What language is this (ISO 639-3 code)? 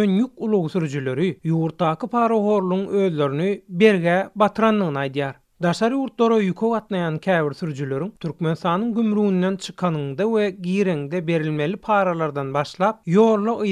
tuk